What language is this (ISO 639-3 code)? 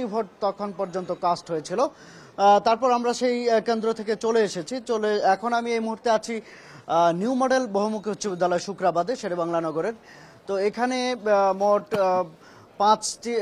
ben